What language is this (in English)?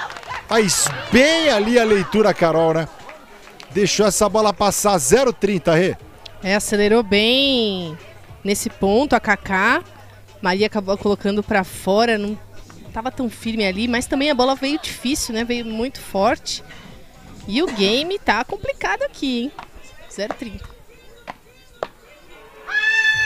Portuguese